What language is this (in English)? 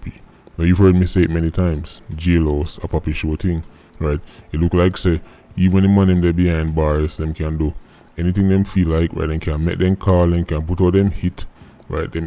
Jamaican Creole English